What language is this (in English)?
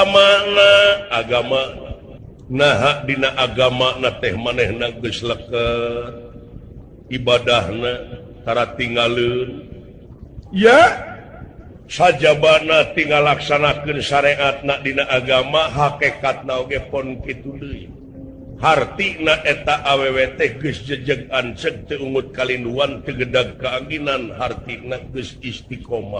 Sundanese